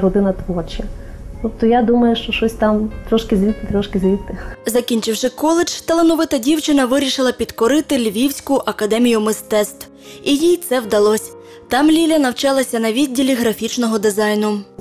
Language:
Ukrainian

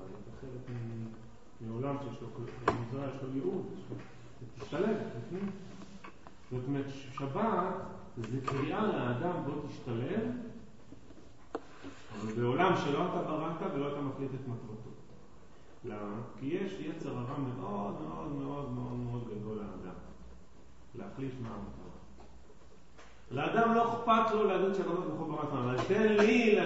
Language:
Hebrew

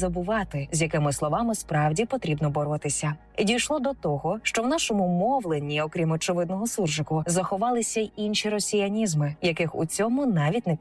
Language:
Ukrainian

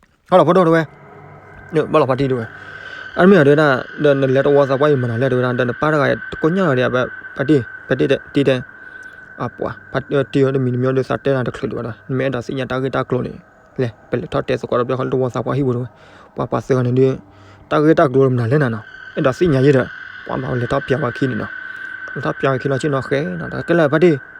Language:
S'gaw Karen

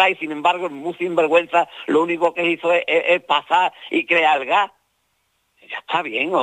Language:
Spanish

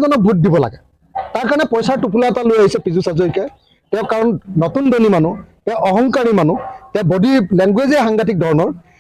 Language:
Assamese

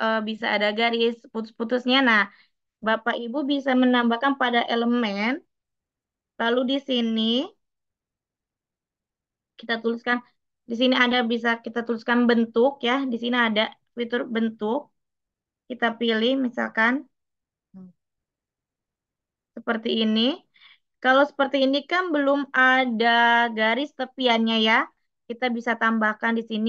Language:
Indonesian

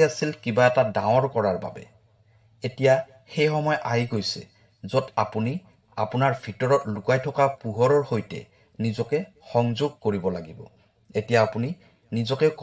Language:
Assamese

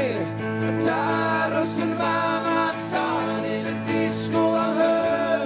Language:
Welsh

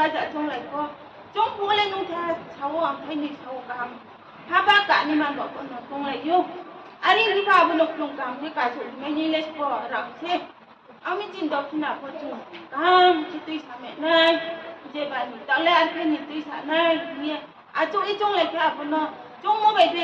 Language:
Riang (India)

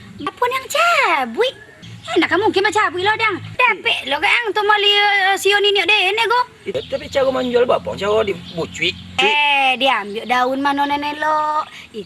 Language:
Minangkabau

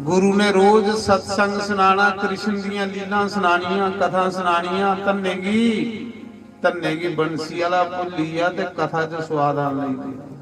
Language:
Dogri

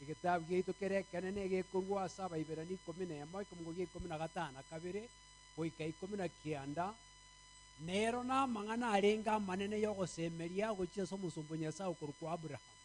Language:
Gusii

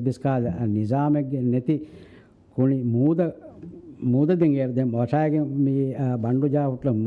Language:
Divehi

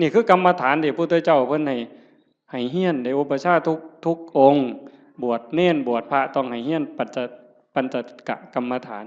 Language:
Northeastern Thai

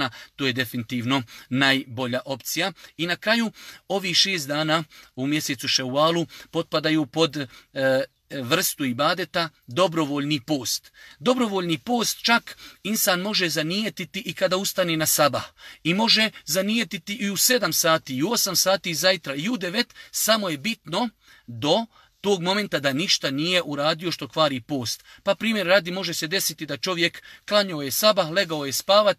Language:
Bosnian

